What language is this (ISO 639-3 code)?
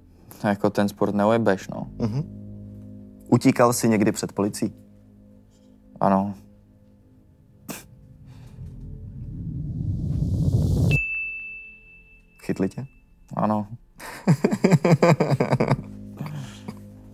ces